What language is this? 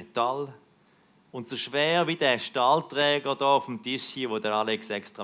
Swiss German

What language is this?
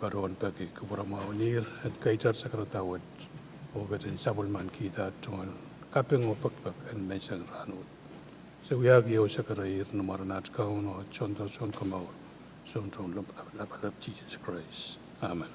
Pohnpeian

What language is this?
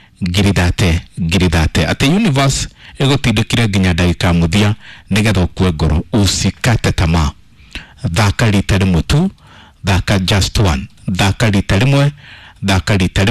Kikuyu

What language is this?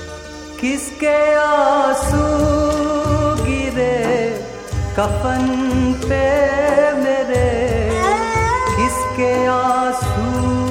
Hindi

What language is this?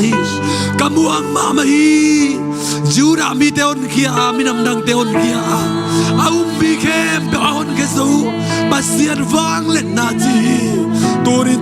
Tedim Chin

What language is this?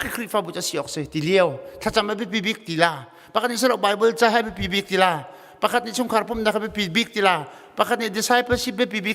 Hakha Chin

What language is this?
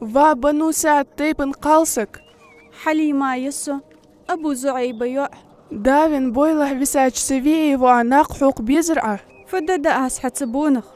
Ingush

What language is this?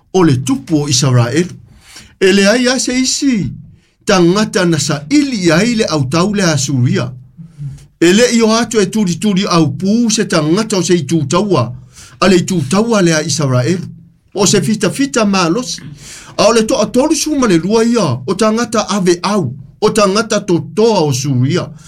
Samoan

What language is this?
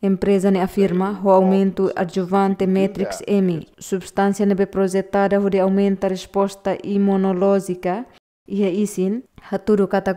Tetum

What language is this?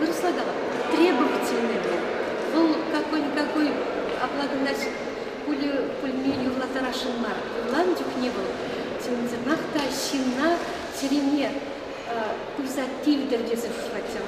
Chuvash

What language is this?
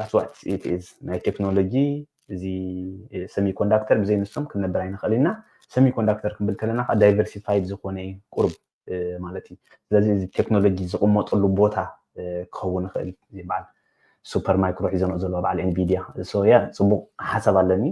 Tigrinya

